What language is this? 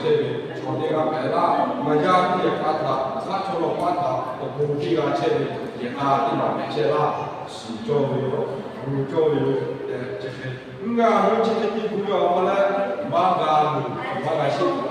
Lahu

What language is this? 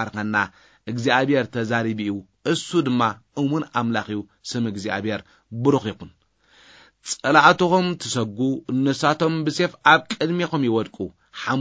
Tigrinya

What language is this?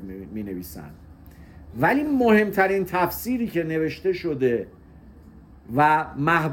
Persian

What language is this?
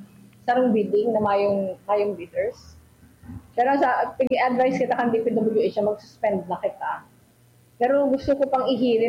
Bikol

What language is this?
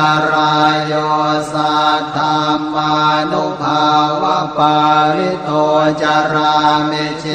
Pali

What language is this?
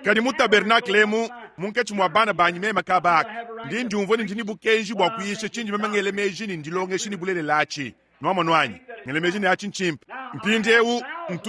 Luba-Lulua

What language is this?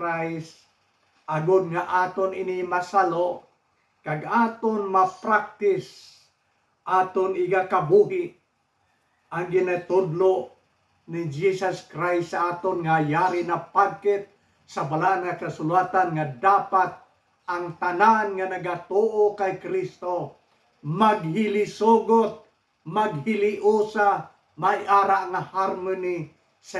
Hiligaynon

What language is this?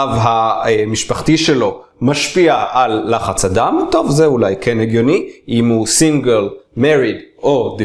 Hebrew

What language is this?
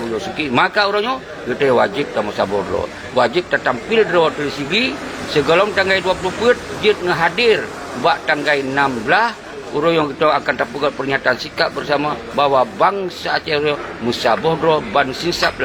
Achinese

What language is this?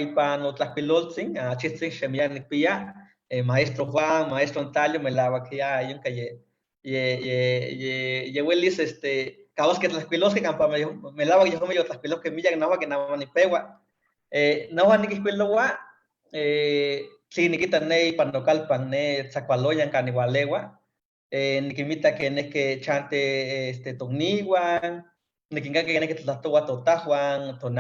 Eastern Huasteca Nahuatl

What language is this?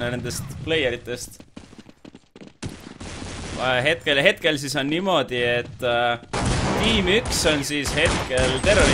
Estonian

